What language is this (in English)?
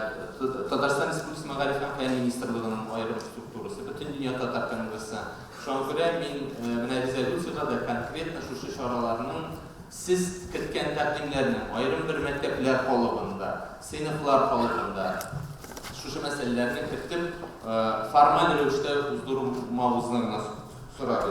Tatar